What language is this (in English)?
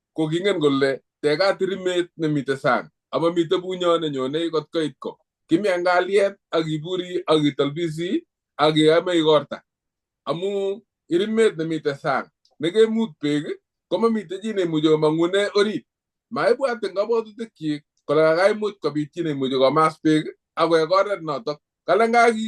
Kalenjin